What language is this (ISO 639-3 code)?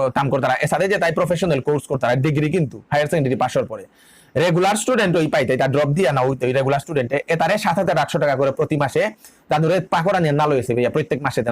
bpy